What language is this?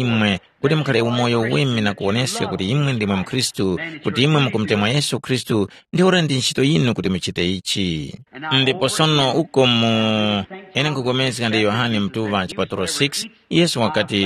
Tumbuka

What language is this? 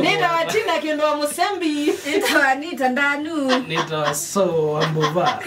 Kamba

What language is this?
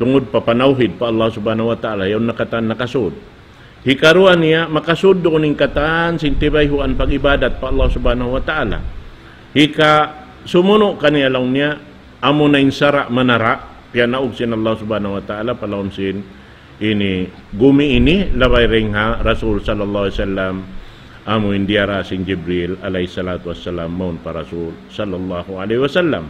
Tausug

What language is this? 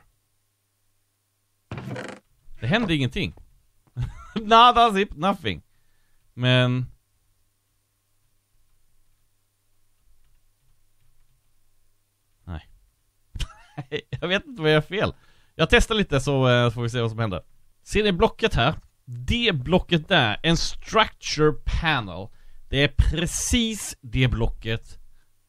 Swedish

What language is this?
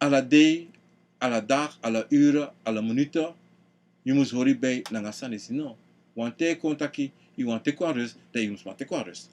Sranan Tongo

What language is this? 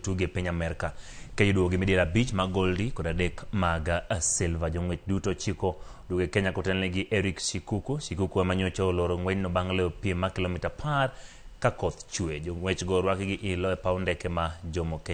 Luo (Kenya and Tanzania)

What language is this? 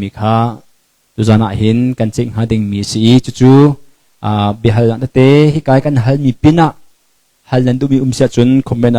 Hakha Chin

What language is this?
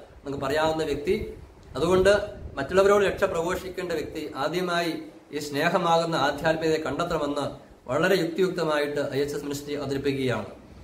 Malayalam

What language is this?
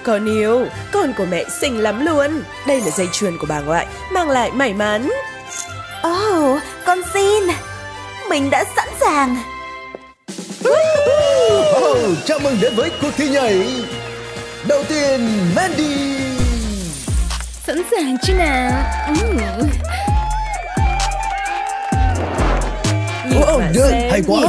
Vietnamese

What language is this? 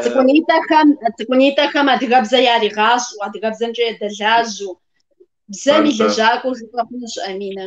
Kabardian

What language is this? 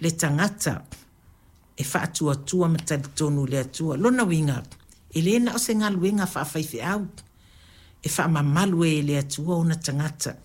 Samoan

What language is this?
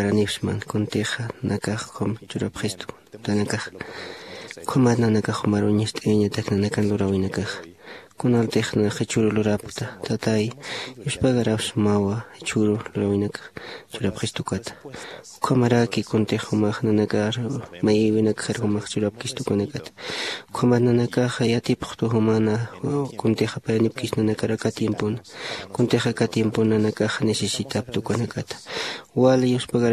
Aymara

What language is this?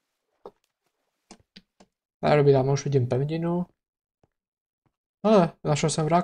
Czech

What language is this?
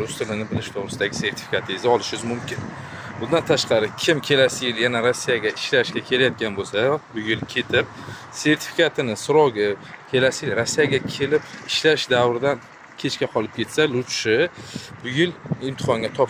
Uzbek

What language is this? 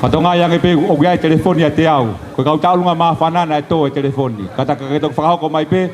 Tongan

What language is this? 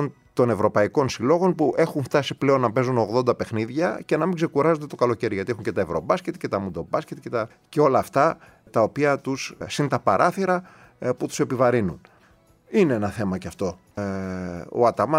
Greek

